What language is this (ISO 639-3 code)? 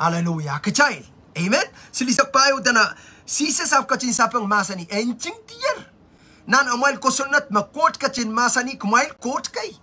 pon